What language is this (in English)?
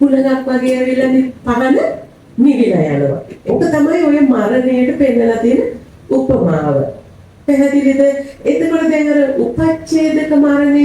Sinhala